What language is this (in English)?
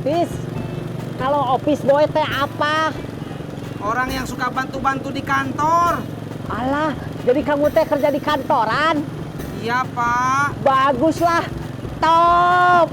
Betawi